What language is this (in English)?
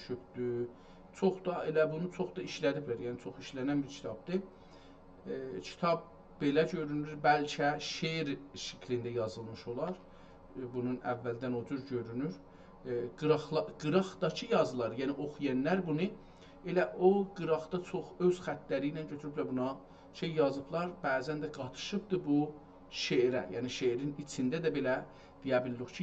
South Azerbaijani